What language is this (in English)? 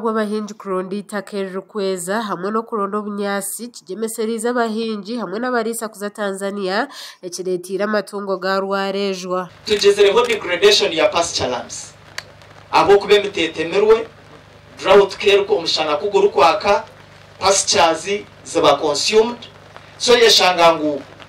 Nyankole